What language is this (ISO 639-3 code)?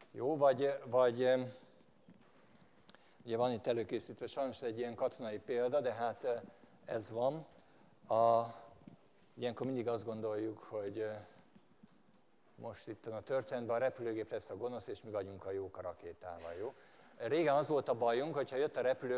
hun